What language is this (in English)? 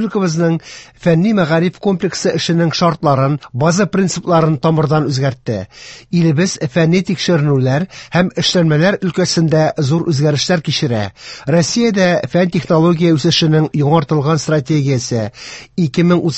Tatar